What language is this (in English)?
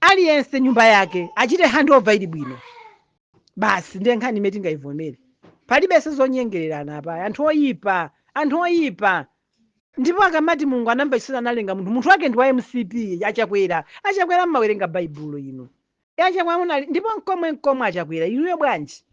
Nyanja